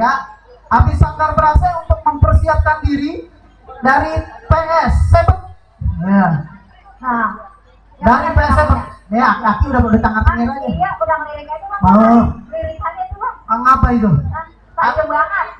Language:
Betawi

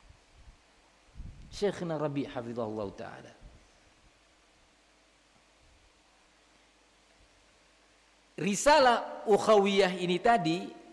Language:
Indonesian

